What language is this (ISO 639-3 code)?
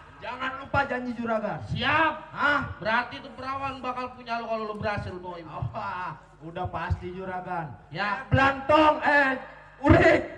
bew